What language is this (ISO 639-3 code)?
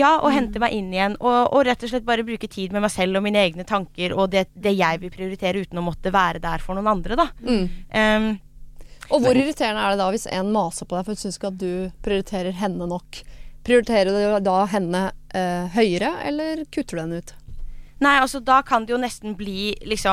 nor